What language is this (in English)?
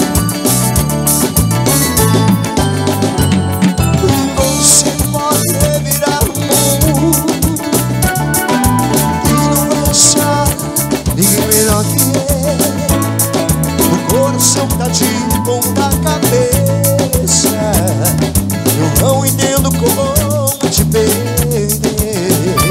Portuguese